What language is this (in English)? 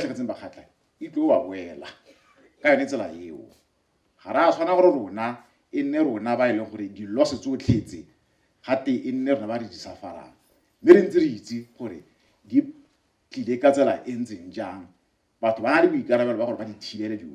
Tswana